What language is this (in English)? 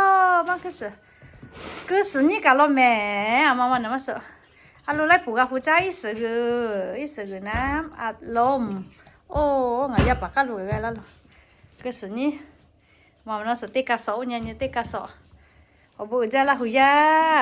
Lahu